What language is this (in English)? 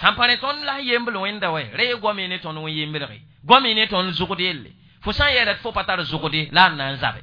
Mossi